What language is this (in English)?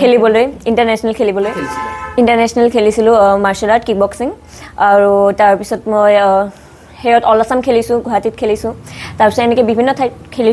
Assamese